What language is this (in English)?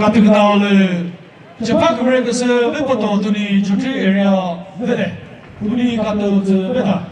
Chokri Naga